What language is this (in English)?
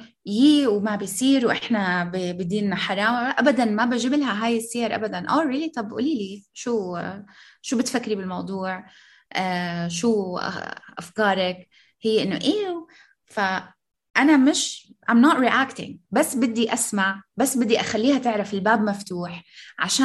North Levantine Arabic